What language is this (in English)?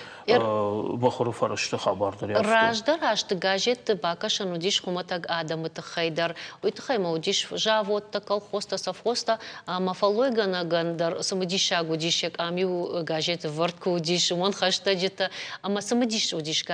Ossetic